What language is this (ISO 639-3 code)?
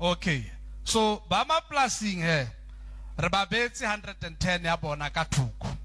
sot